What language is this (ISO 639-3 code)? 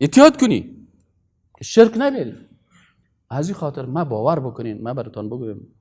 fas